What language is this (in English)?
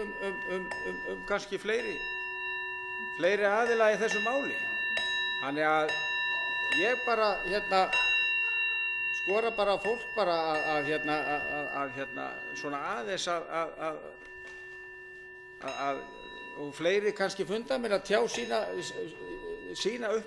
Icelandic